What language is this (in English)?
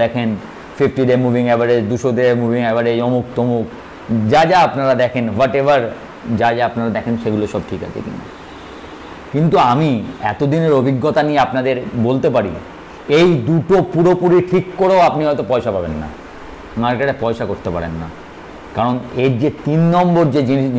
Bangla